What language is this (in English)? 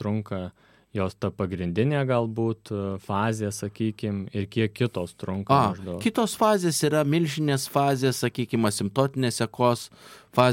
Lithuanian